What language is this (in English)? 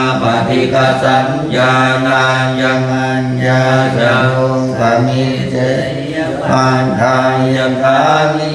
Pali